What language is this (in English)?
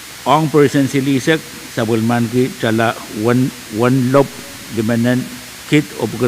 Pohnpeian